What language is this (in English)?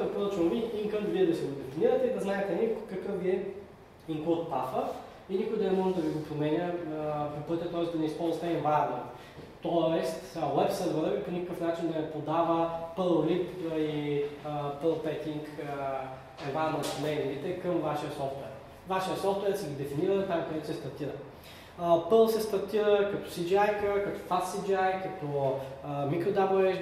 Bulgarian